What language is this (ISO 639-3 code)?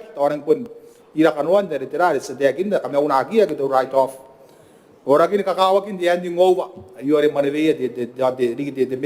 gil